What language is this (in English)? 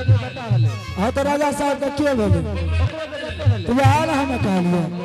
Angika